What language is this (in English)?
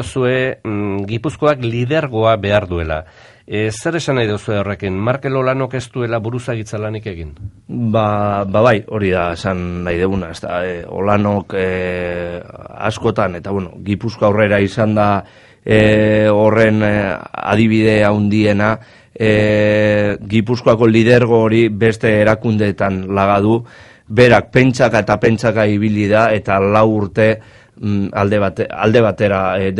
Basque